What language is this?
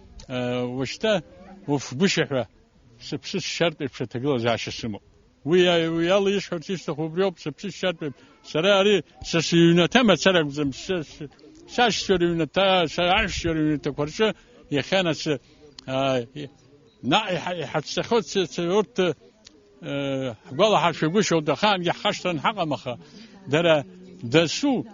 Abkhazian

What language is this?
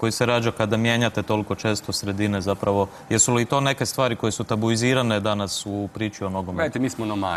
Croatian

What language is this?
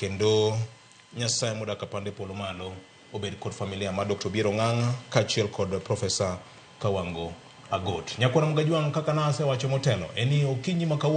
Luo (Kenya and Tanzania)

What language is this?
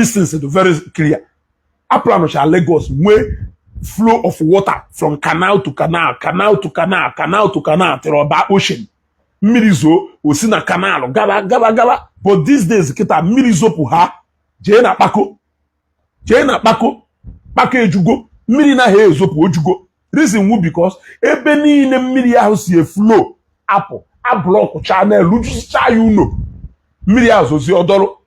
Igbo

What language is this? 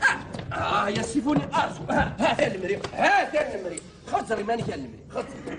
Kabyle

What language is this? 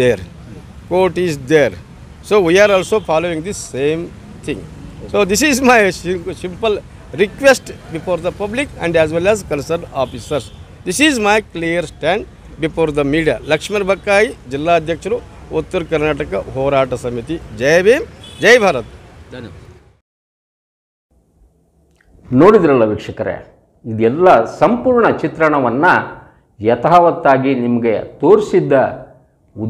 Kannada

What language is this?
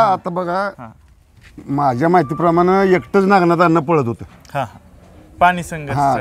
Marathi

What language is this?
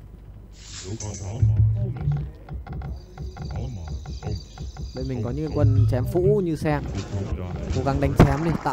Vietnamese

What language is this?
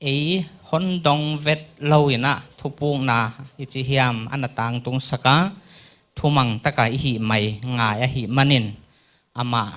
Paite Chin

